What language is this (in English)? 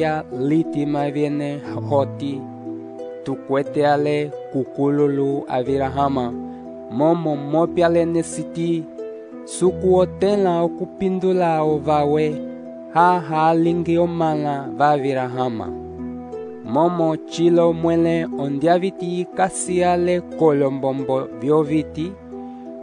Umbundu